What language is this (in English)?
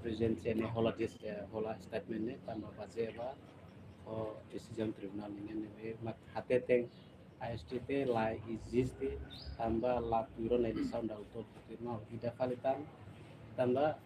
Tetum